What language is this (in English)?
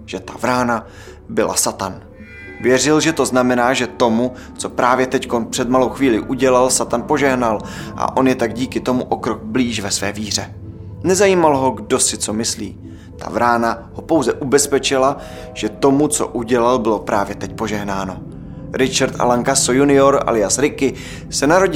Czech